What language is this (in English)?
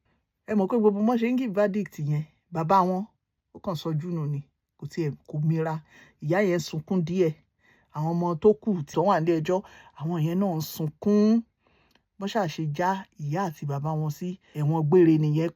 Yoruba